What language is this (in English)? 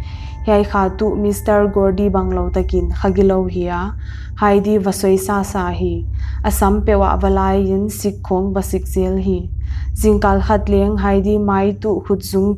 Paite Chin